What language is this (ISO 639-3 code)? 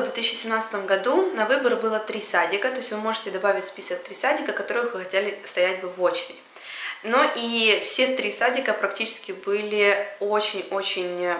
rus